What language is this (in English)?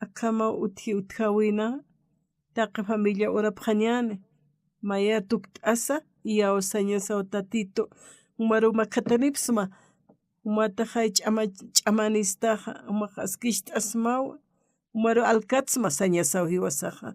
Aymara